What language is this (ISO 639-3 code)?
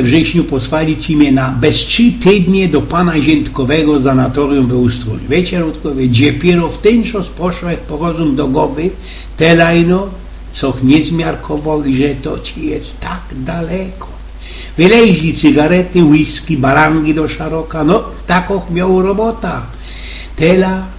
szl